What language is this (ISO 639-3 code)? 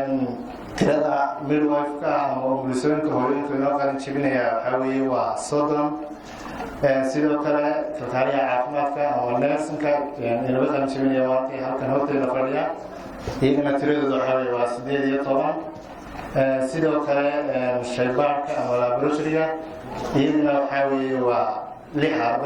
som